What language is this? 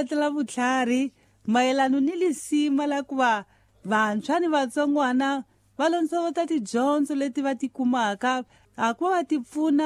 Tsonga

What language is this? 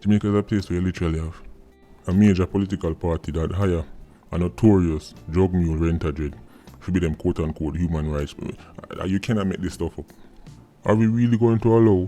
Jamaican Creole English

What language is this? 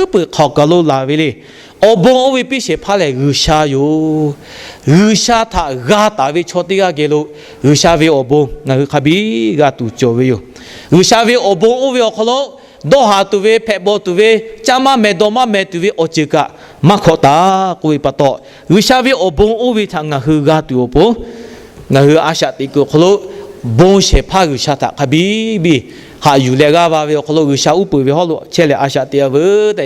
Lahu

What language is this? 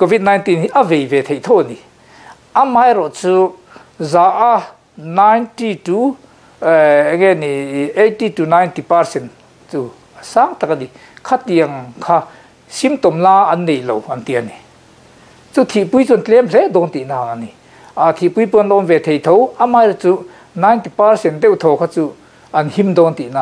Mizo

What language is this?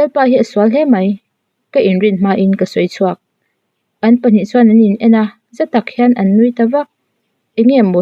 Mizo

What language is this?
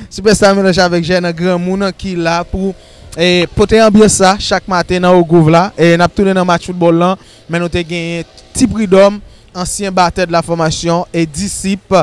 Haitian Creole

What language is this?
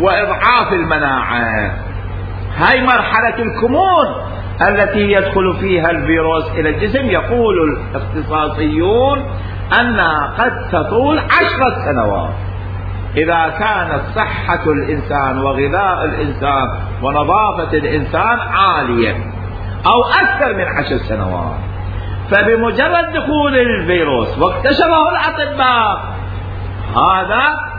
Mesopotamian Arabic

